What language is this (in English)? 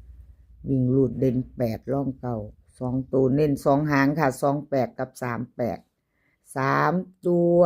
Northeastern Thai